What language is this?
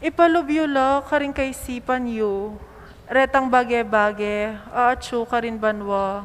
Pampanga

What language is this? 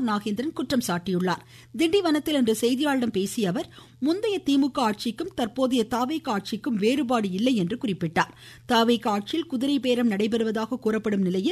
Tamil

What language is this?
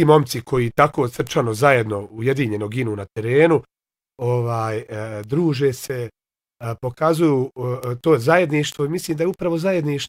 Bosnian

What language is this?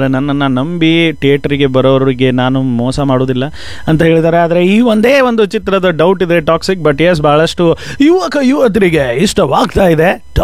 Kannada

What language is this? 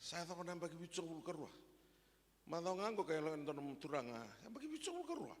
Fijian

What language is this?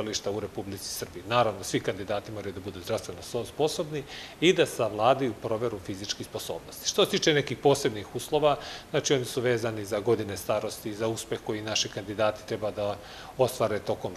Serbian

